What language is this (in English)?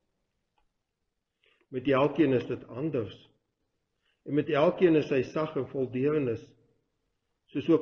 Afrikaans